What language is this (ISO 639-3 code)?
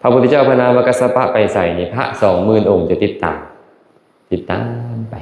lao